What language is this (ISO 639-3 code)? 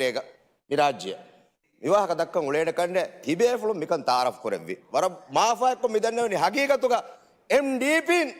div